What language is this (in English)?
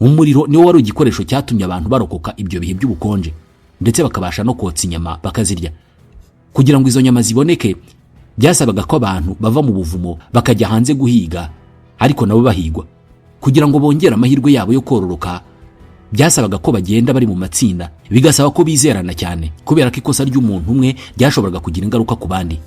Kinyarwanda